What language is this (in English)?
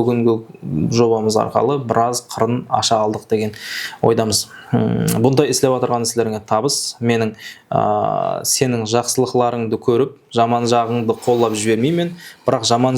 Kara-Kalpak